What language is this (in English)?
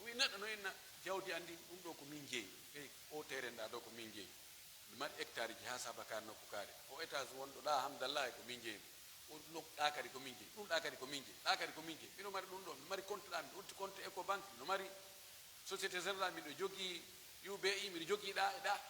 Pular